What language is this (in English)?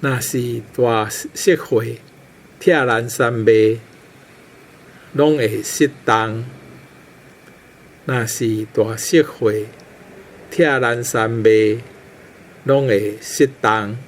Min Nan Chinese